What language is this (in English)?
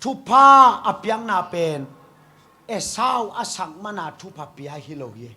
Tedim Chin